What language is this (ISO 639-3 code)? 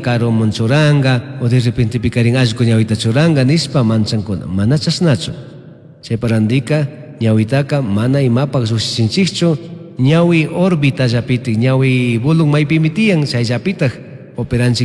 qug